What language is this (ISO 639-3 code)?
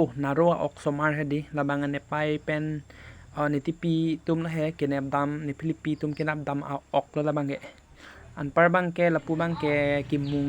mjw